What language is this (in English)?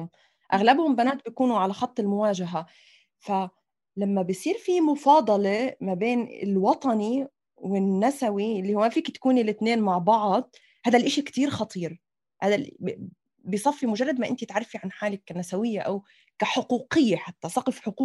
North Levantine Arabic